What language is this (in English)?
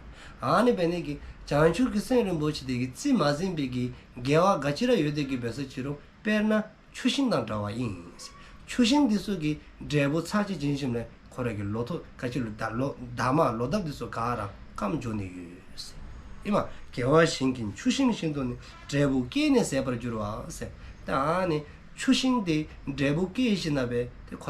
Dzongkha